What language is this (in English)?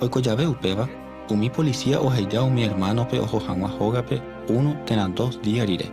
Guarani